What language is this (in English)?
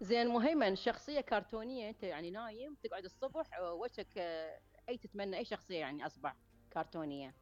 Mesopotamian Arabic